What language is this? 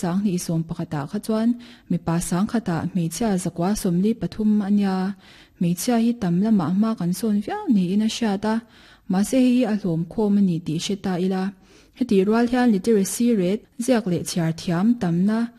Mizo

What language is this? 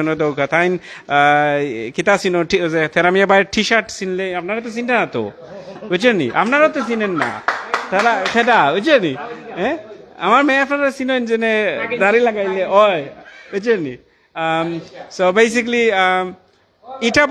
Sylheti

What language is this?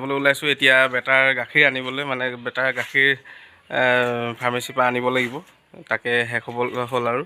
Assamese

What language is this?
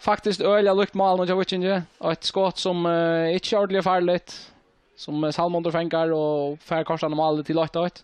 Faroese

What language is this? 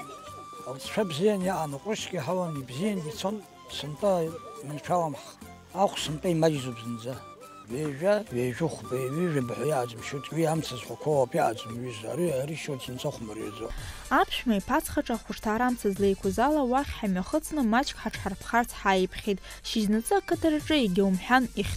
Abkhazian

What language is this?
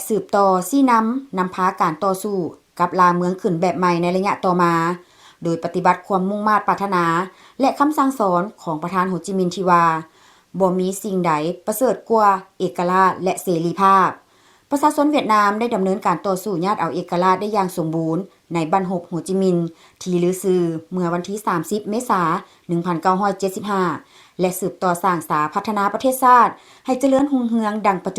Lao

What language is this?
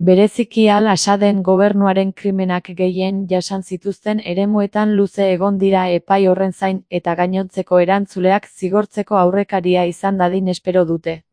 Basque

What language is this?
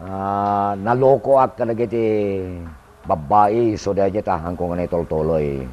Iloko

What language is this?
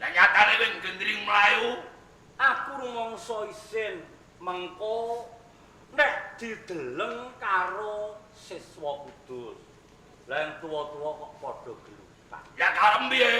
Javanese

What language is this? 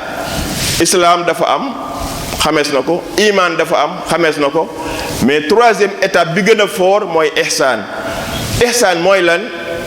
Wolof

